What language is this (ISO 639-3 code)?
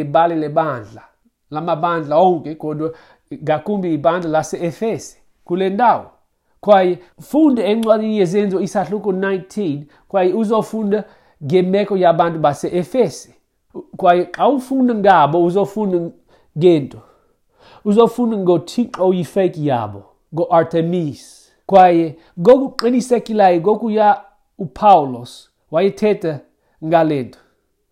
xho